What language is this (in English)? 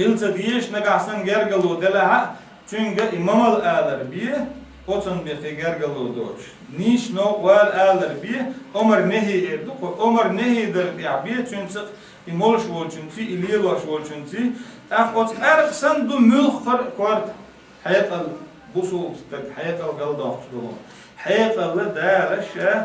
Chechen